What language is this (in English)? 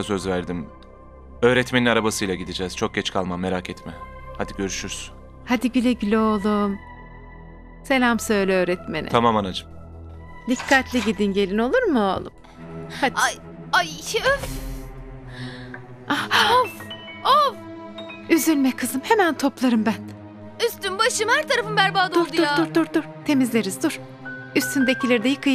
Turkish